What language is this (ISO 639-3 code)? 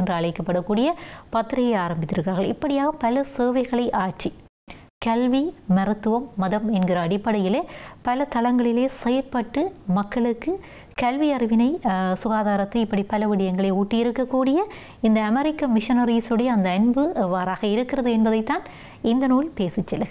tam